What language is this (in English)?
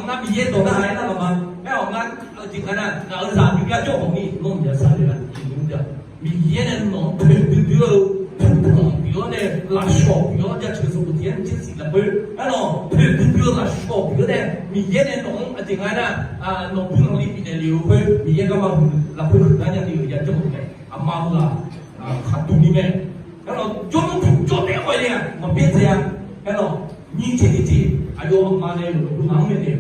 Akha